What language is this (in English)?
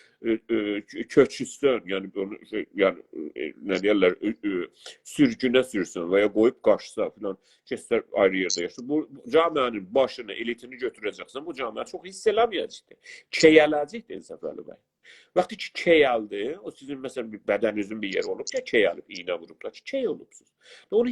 South Azerbaijani